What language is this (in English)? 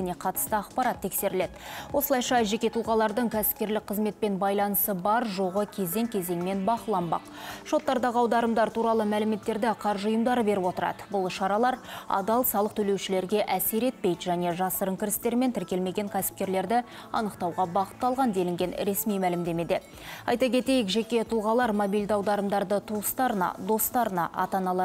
Kazakh